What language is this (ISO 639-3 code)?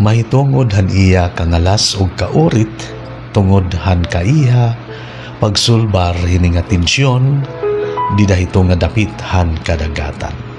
war